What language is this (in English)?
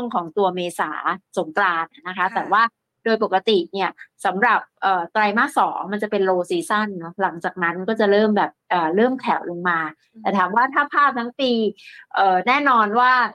Thai